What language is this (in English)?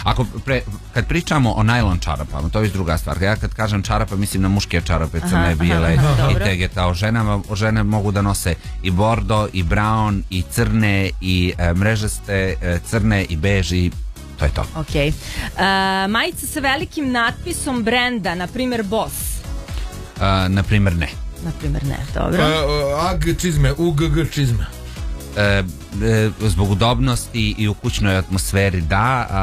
Serbian